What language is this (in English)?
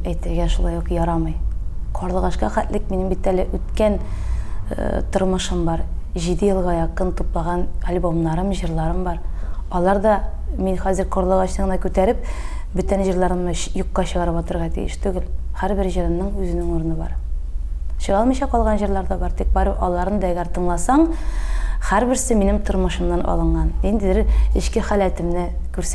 Tatar